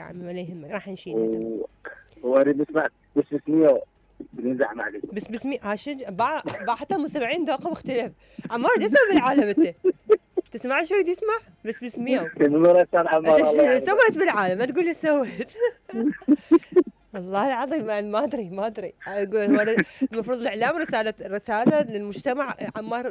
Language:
Mesopotamian Arabic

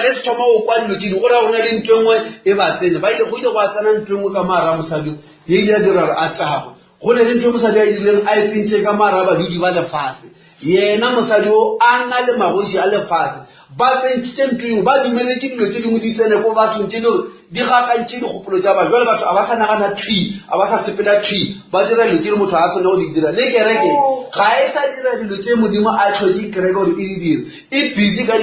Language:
Northern Sotho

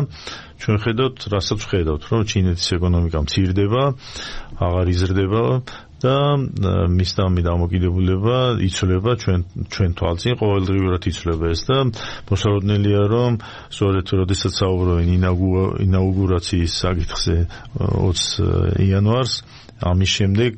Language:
Georgian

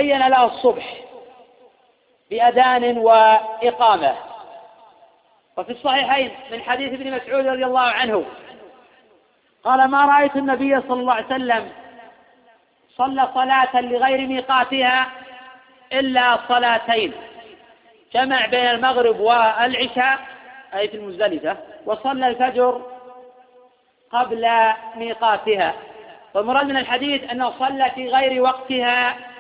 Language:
Arabic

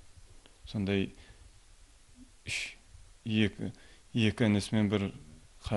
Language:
Kara-Kalpak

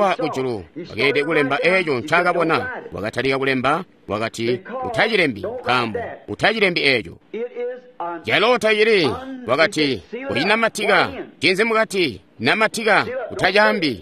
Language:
Tonga (Zambia)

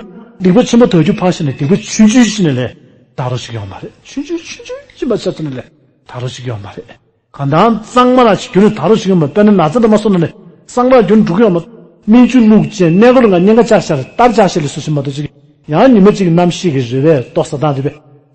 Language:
Tibetan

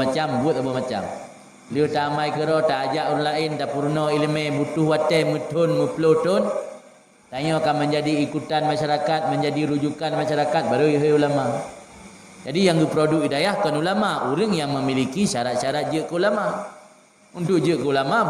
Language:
Achinese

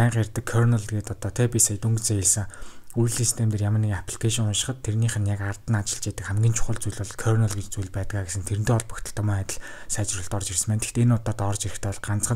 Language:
Mongolian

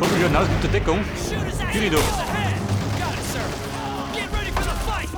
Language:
Bavarian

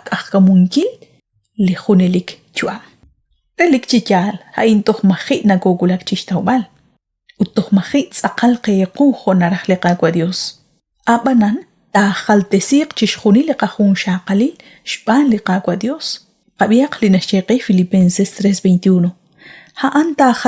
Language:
Kekchí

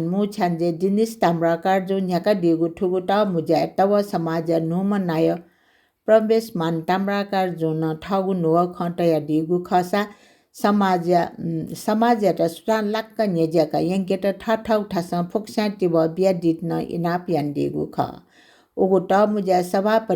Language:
Newari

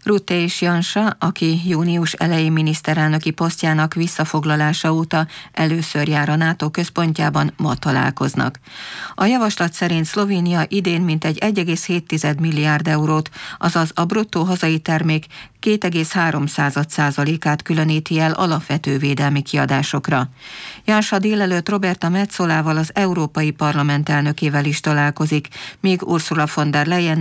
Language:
Hungarian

